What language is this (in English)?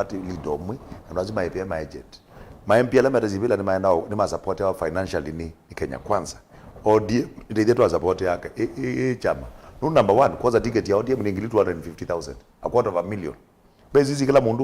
Kamba